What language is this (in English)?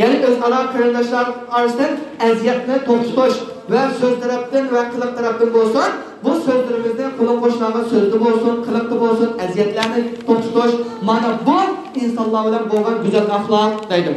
Uyghur